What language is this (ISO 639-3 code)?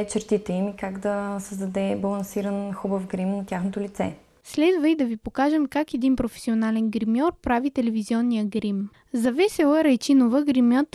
bul